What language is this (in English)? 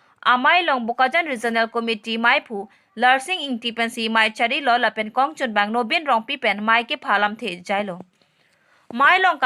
Karbi